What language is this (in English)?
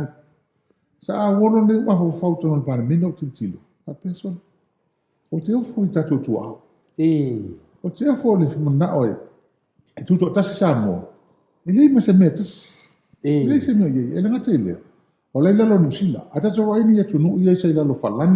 Samoan